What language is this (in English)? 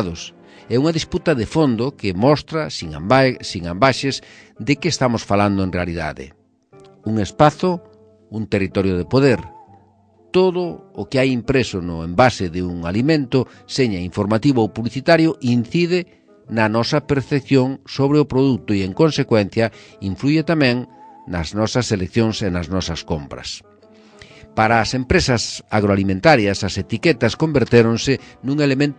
Galician